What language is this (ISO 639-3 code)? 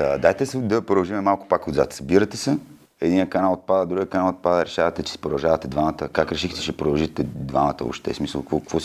bul